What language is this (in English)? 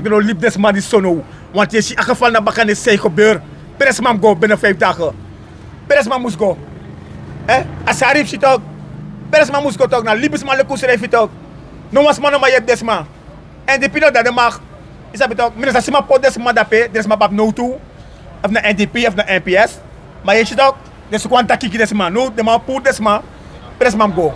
Sranan Tongo